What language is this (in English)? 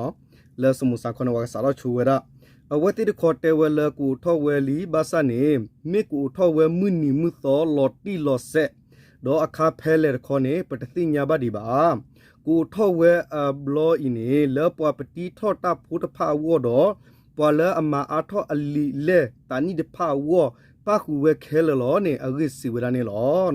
S'gaw Karen